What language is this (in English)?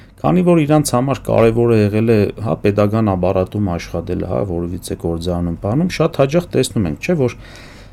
Armenian